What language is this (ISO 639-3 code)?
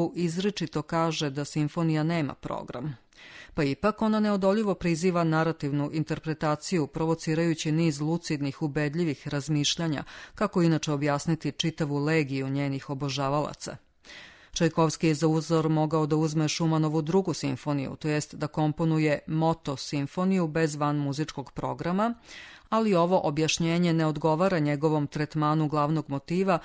srp